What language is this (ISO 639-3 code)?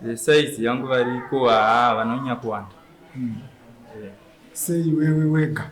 sna